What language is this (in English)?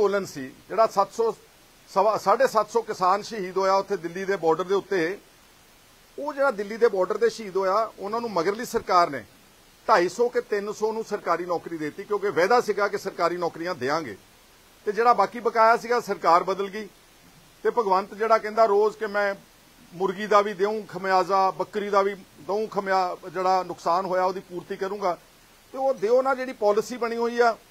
Punjabi